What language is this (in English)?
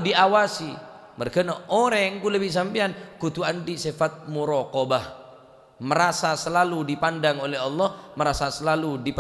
Madurese